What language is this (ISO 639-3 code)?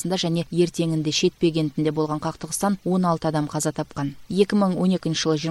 kaz